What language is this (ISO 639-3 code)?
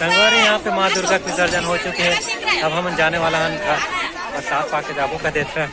hne